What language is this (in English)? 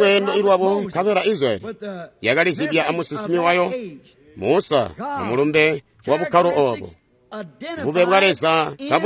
Tonga (Zambia)